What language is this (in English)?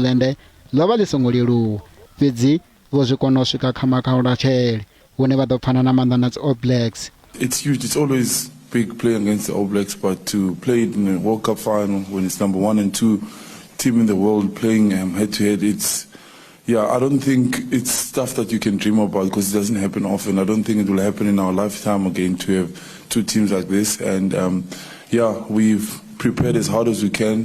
Venda